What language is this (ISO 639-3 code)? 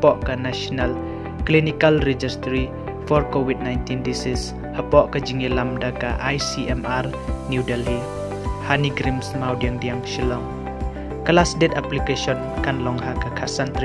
kha